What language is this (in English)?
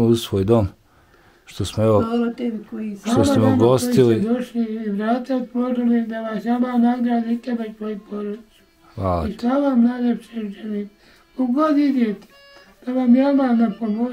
Bosnian